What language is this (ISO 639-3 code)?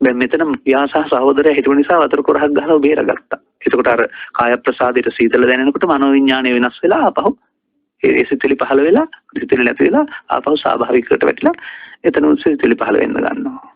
sin